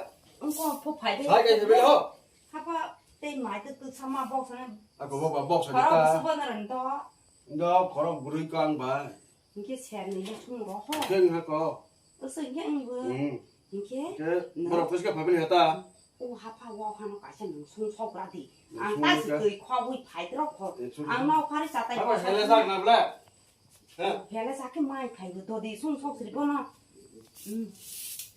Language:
Kok Borok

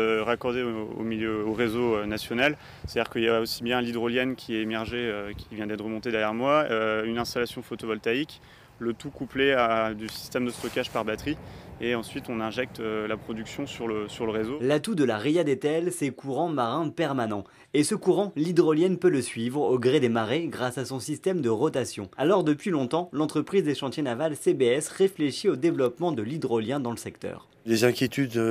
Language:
French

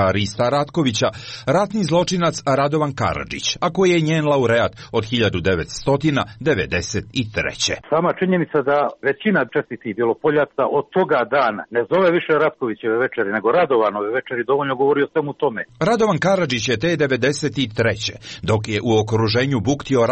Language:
Serbian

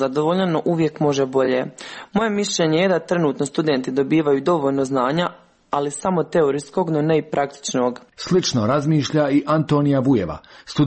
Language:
Croatian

